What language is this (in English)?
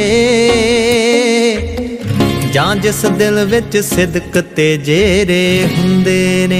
Punjabi